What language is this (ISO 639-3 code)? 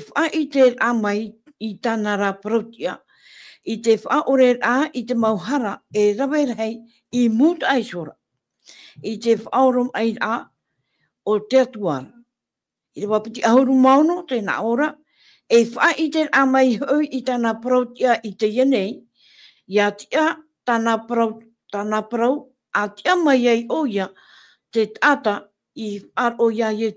tah